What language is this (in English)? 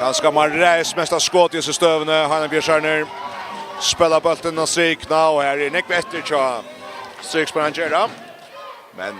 Faroese